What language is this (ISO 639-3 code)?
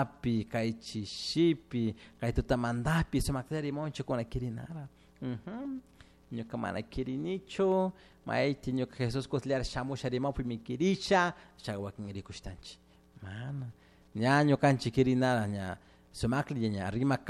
qug